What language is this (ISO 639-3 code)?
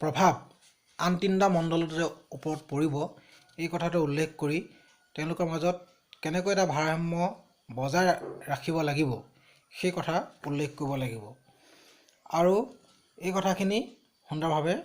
asm